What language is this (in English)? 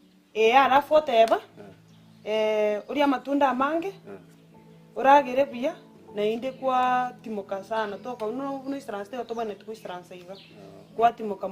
Gusii